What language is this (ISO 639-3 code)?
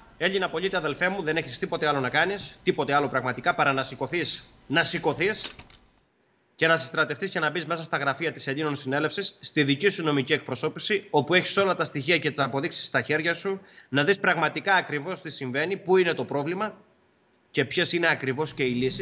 ell